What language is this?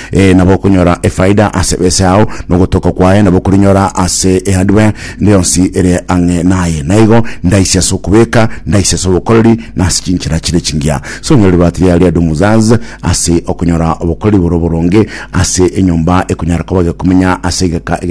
Gusii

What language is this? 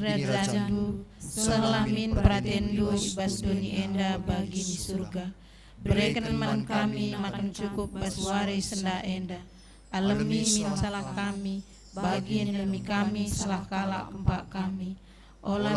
Batak Karo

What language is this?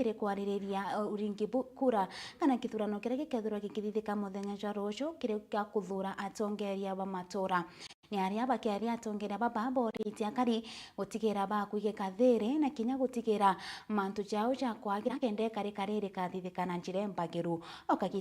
Meru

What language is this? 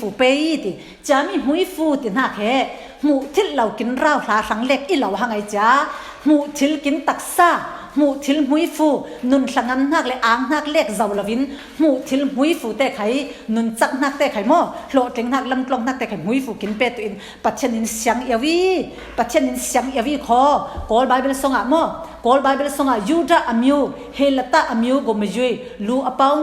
Falam Chin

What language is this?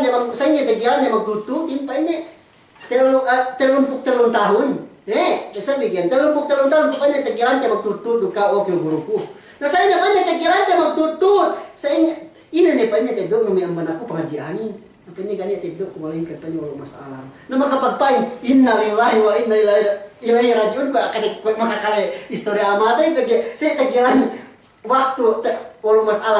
Yakan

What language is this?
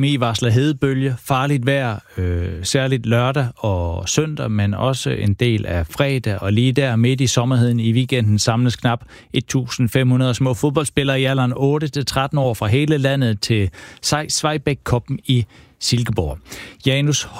Danish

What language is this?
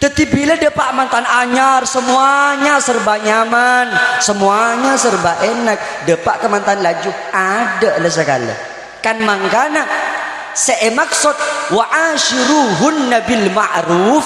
Madurese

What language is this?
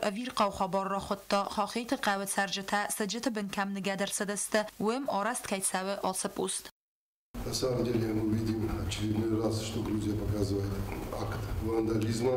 Ossetic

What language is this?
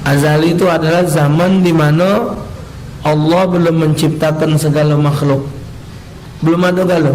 Musi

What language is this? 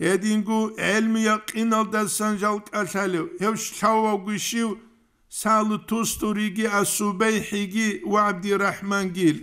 Avaric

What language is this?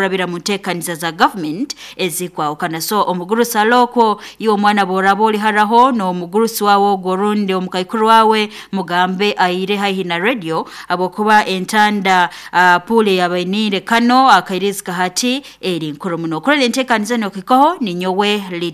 Nyoro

